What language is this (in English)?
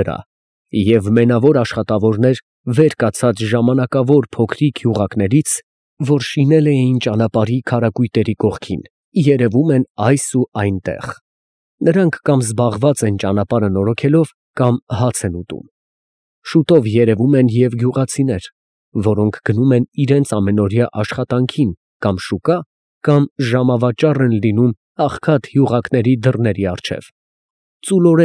Armenian